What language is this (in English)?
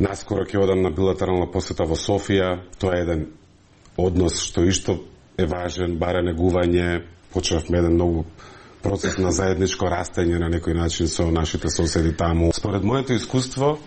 Macedonian